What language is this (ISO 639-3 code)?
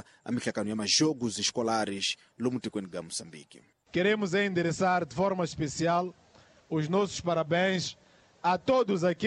tso